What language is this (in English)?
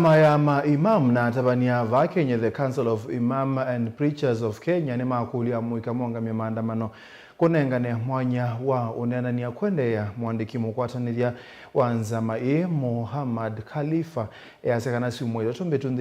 Kamba